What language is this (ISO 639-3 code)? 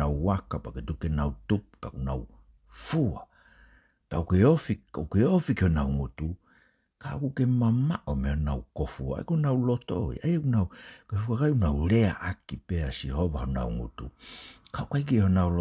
ton